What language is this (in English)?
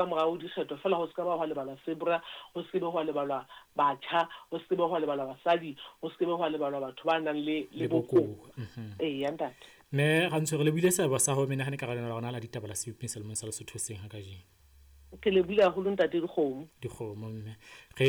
Southern Sotho